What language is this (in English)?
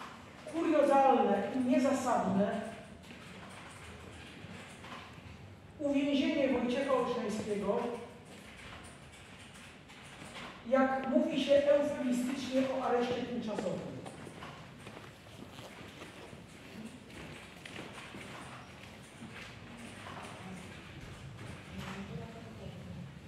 Polish